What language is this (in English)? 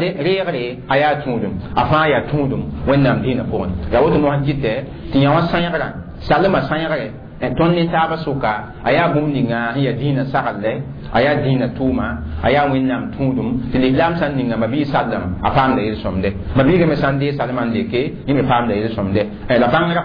Mossi